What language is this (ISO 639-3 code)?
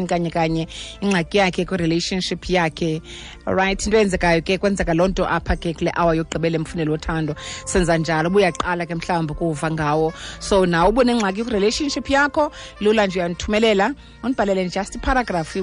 xho